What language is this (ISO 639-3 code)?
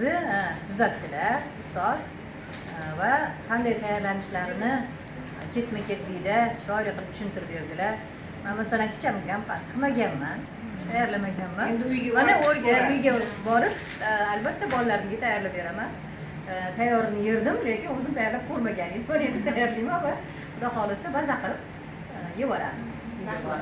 uzb